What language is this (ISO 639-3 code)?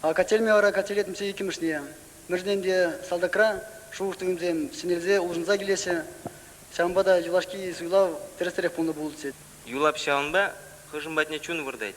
chv